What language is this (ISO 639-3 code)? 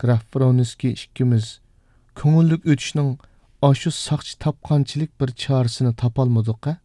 uig